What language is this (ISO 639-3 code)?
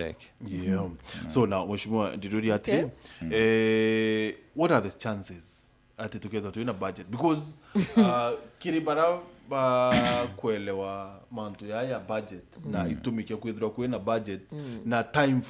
mer